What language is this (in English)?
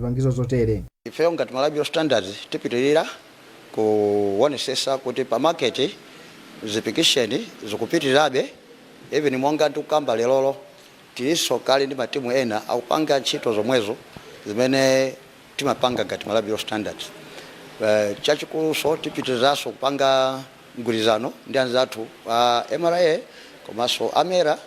Nyanja